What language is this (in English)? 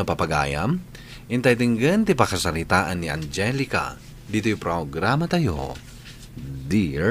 Iloko